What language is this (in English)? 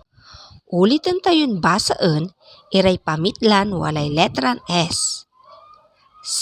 Pangasinan